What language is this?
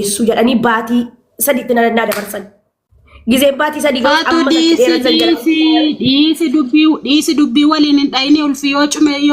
Oromo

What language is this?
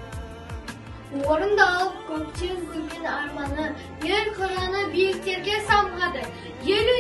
Kazakh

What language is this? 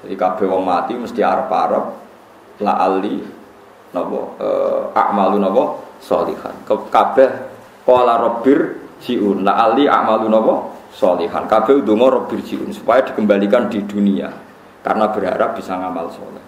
Javanese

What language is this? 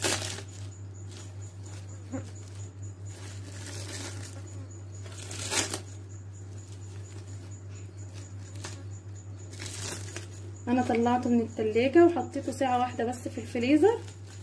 Egyptian Arabic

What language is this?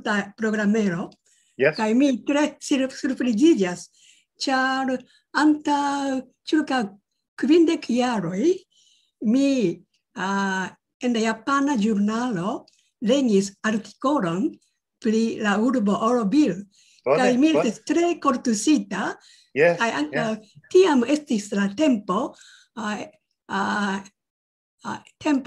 Esperanto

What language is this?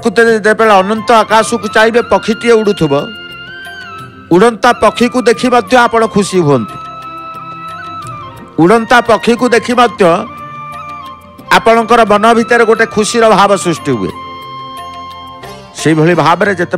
Odia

